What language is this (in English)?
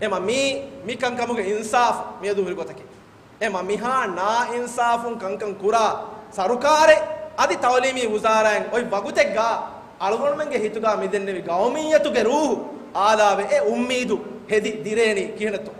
Divehi